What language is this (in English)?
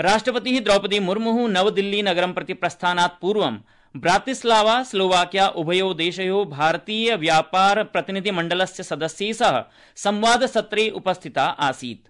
Sanskrit